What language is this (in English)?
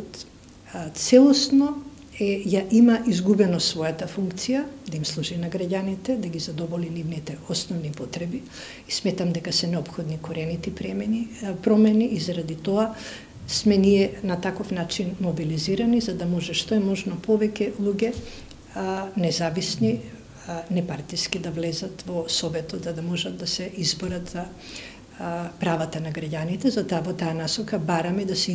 Macedonian